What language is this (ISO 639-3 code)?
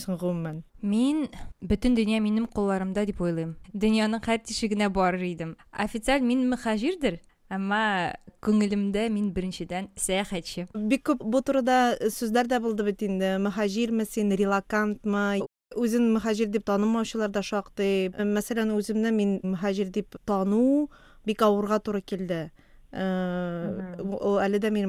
tat